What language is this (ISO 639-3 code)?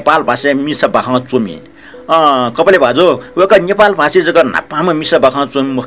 new